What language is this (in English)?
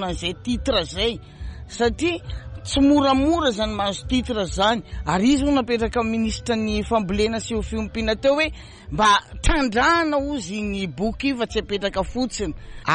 Malagasy